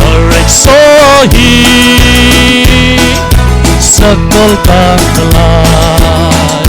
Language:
Paite Chin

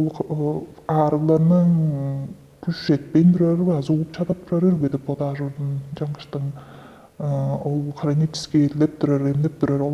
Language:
Tuvinian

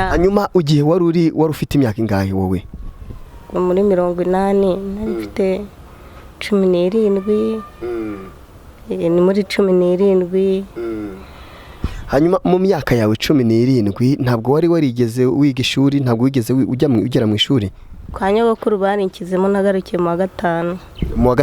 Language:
Kinyarwanda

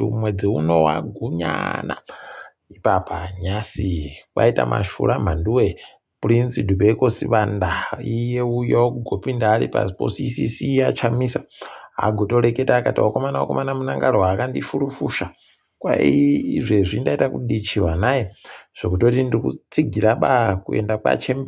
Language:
Ndau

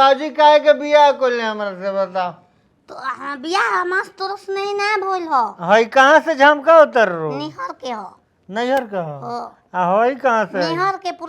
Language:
Bhojpuri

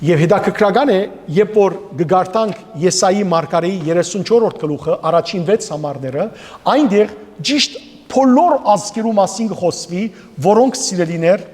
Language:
Western Armenian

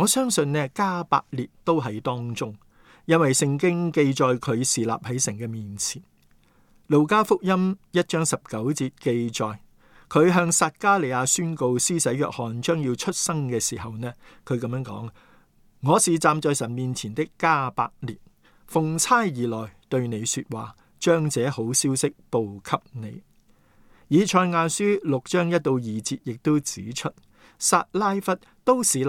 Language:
Cantonese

